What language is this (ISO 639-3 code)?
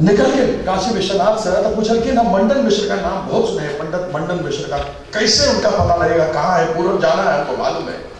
mai